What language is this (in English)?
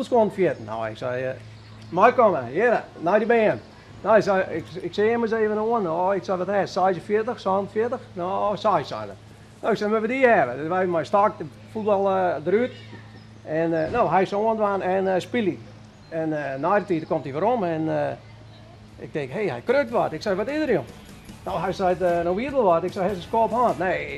Western Frisian